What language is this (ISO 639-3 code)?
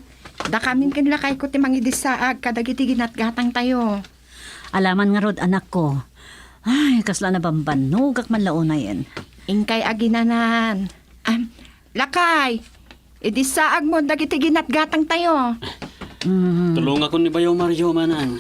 ilo